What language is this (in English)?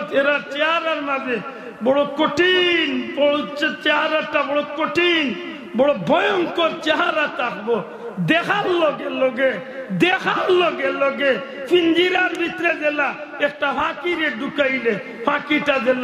Sylheti